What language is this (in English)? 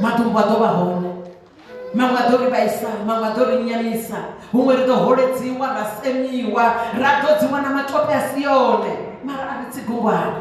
Venda